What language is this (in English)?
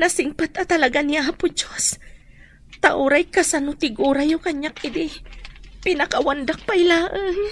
Iloko